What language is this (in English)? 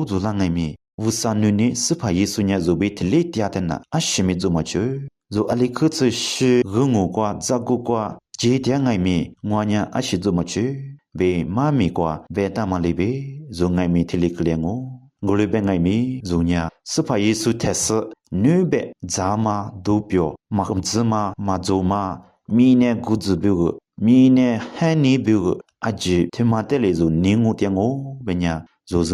Lisu